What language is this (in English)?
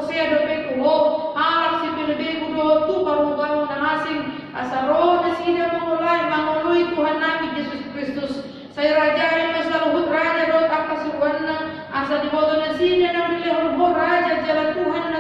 Batak Toba